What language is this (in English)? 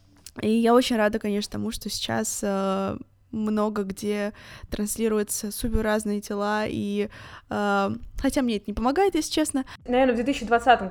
Russian